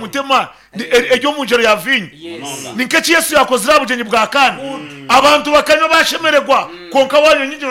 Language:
Nyankole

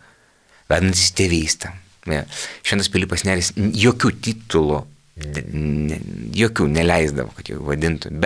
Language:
Lithuanian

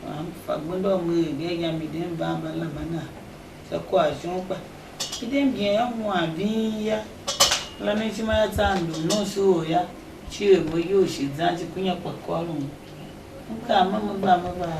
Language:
Tiv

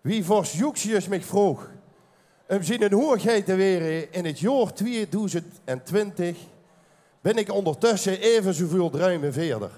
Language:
Limburgish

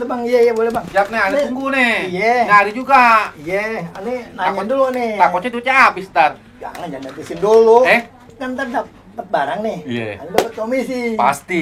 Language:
Betawi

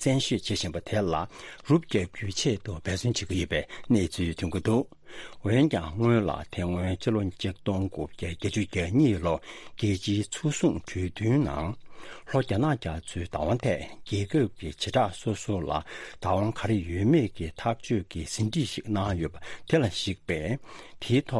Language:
Tibetan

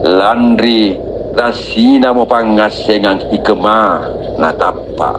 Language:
Makasar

